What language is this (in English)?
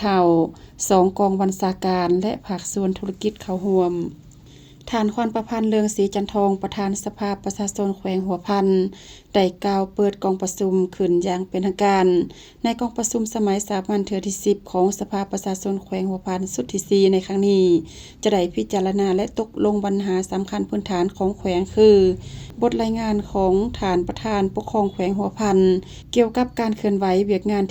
Lao